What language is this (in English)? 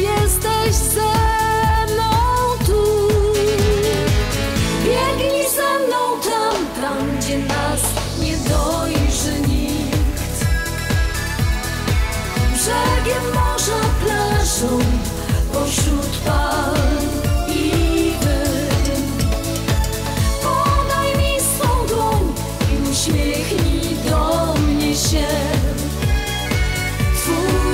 Polish